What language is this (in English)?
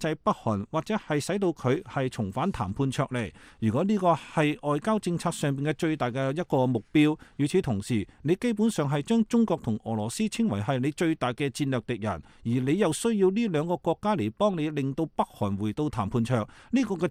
Cantonese